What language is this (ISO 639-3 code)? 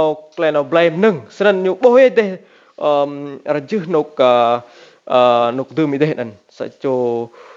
rad